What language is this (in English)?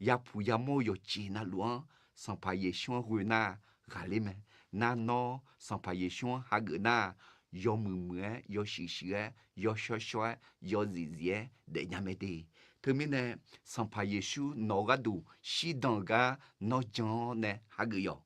Akha